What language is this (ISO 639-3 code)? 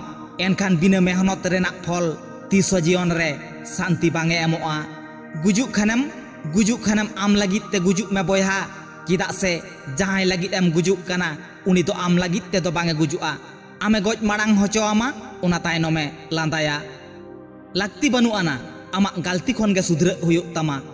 sat